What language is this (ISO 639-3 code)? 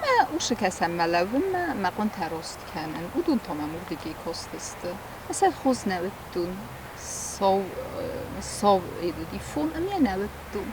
oss